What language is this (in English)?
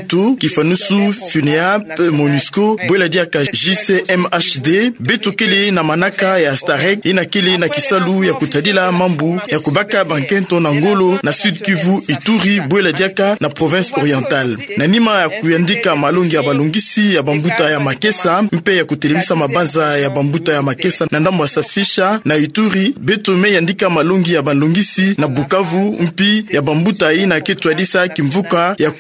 Kituba (Democratic Republic of Congo)